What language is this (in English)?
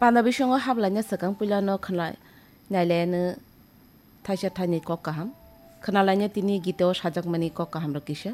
Kok Borok